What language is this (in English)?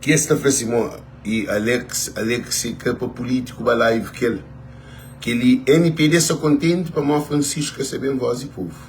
Kabuverdianu